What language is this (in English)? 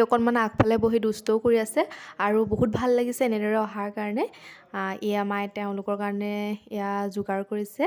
Assamese